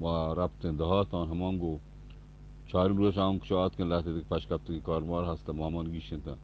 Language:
Eastern Balochi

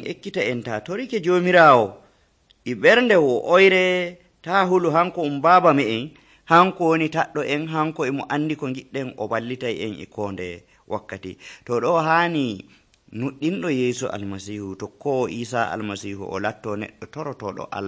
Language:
Nigerian Fulfulde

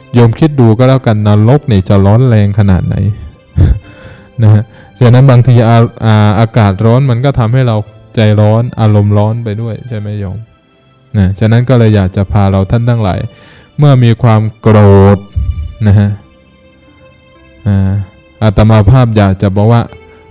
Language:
Thai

